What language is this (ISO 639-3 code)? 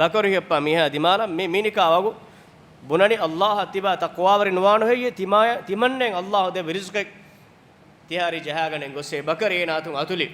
div